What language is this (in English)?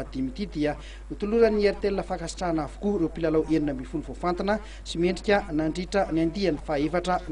Malagasy